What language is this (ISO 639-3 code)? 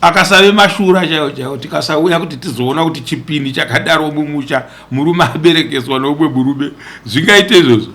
sna